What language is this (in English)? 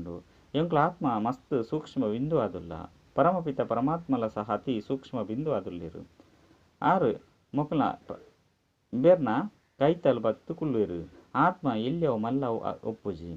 Tulu